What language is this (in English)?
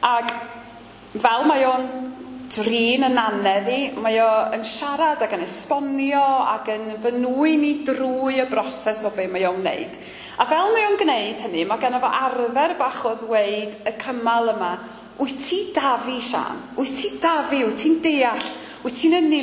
Welsh